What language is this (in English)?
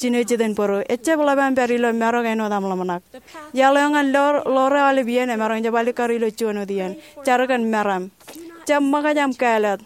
Marshallese